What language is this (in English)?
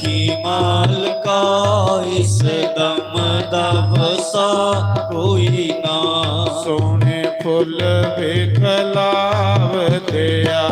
Dogri